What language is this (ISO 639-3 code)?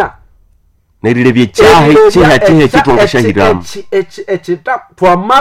nnb